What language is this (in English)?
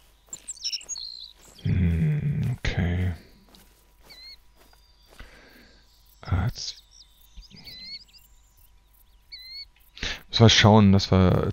German